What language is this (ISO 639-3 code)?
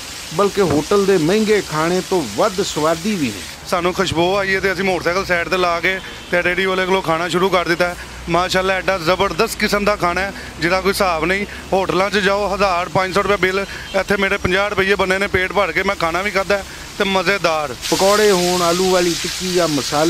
lah